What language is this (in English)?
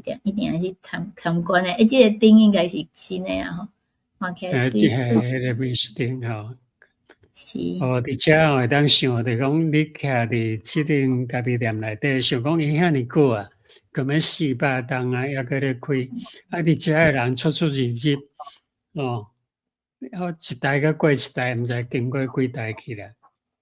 Min Nan Chinese